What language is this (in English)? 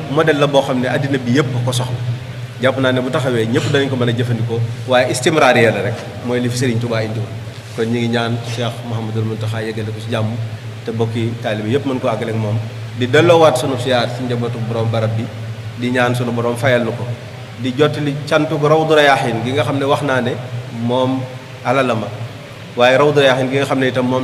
Wolof